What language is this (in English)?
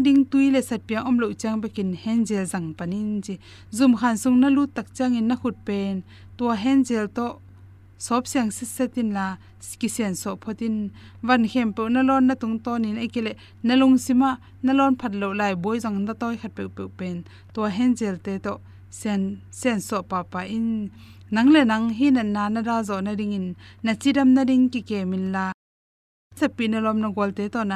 Tedim Chin